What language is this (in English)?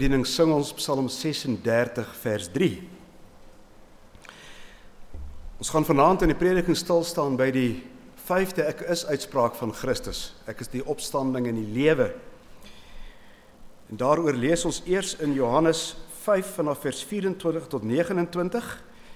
Afrikaans